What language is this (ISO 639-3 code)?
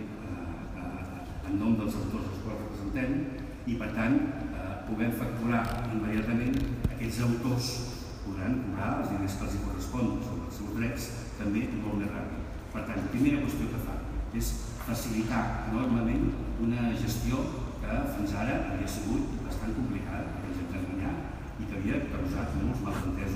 cat